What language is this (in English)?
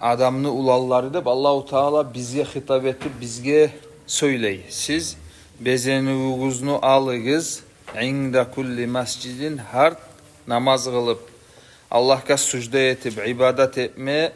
Kumyk